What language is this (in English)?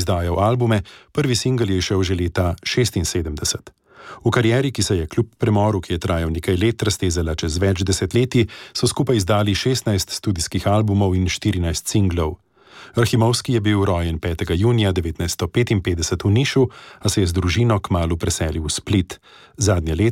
Slovenian